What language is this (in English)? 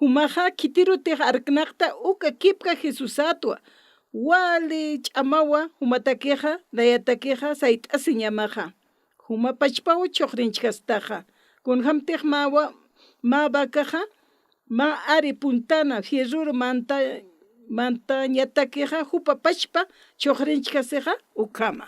Aymara